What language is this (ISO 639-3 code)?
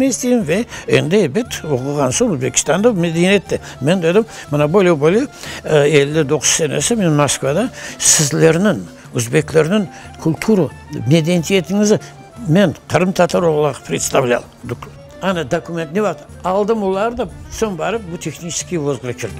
crh